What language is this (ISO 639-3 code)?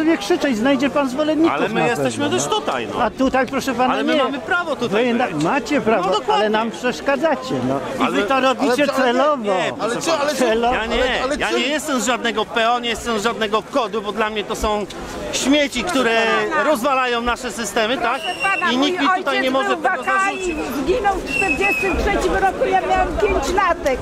pol